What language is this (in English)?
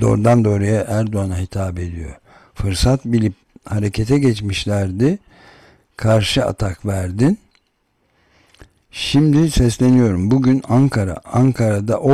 Turkish